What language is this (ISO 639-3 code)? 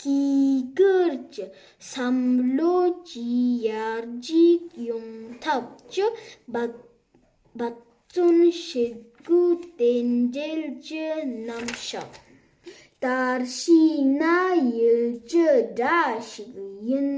bod